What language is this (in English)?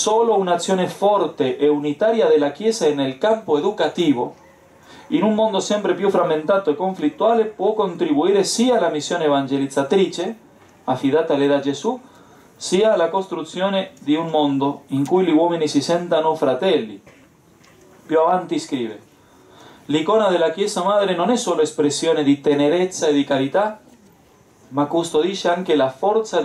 Italian